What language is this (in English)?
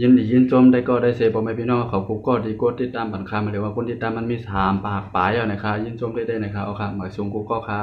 Shan